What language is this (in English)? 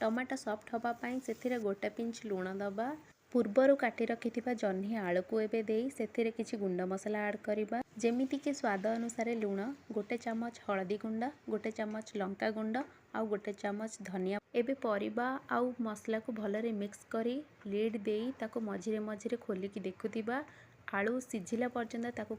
Odia